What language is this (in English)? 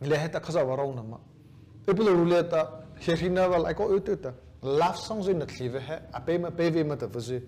Mara Chin